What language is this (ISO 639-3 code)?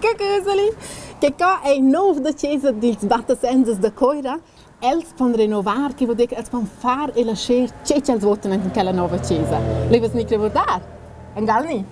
roh